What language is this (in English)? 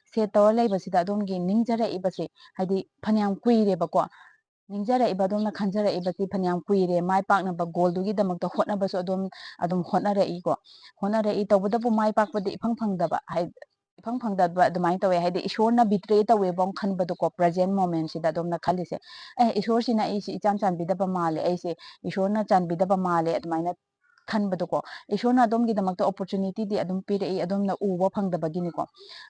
Manipuri